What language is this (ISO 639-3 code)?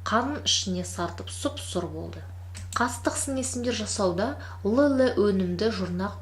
kaz